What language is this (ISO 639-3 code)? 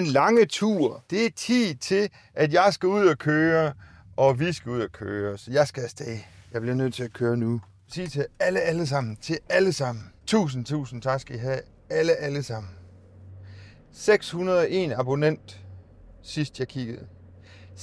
dan